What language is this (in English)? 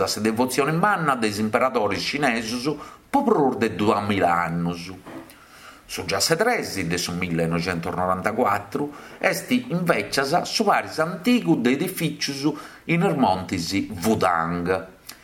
Sardinian